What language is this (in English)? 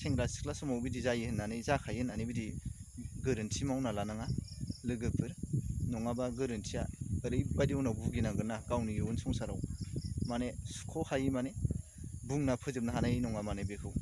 Bodo